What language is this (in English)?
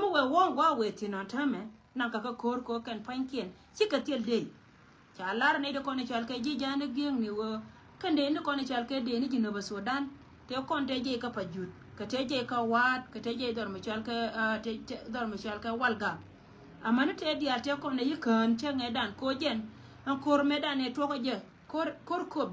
Nuer